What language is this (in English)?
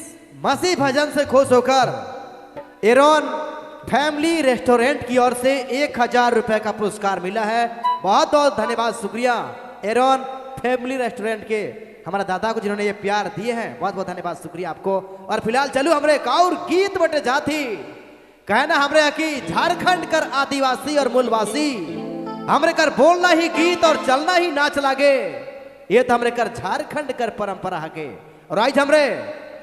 Sadri